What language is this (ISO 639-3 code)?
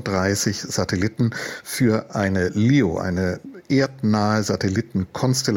deu